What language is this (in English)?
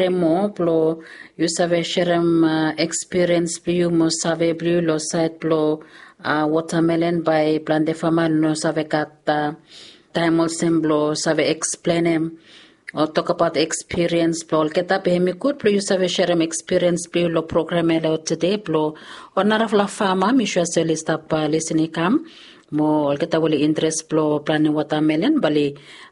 Bislama